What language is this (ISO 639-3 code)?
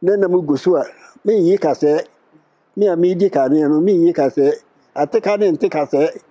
aka